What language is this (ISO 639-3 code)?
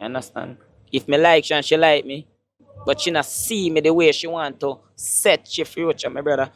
jam